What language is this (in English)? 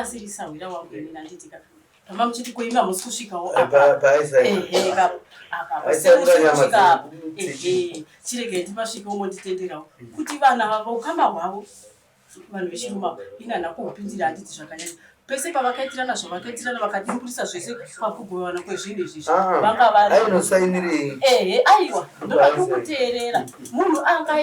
Shona